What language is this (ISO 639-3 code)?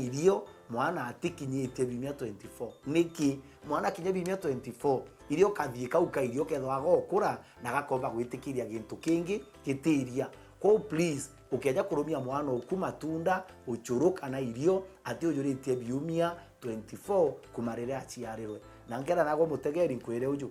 mer